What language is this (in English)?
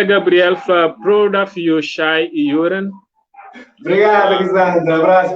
Kabuverdianu